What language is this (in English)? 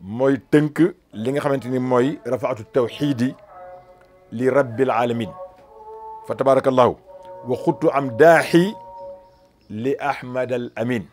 Wolof